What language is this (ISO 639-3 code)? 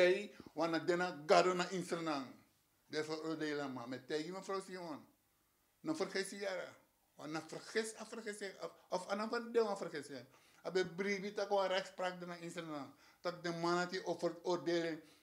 srn